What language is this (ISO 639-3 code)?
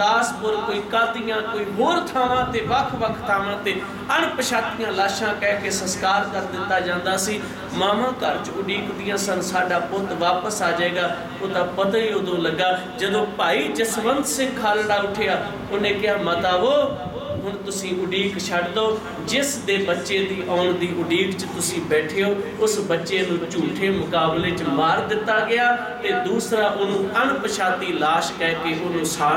pan